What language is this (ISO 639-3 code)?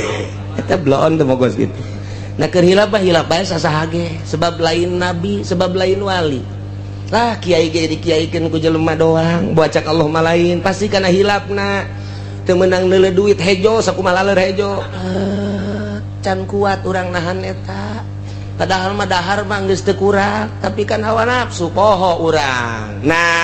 sun